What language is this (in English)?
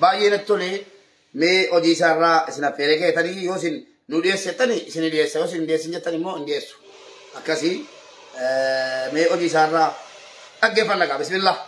Oromo